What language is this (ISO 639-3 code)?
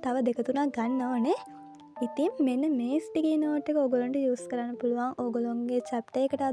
sin